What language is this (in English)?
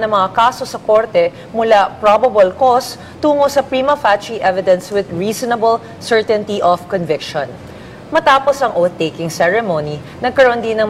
Filipino